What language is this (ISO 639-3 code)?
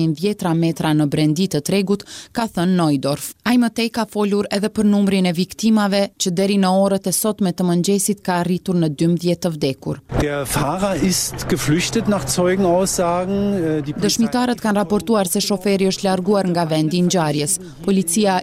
sqi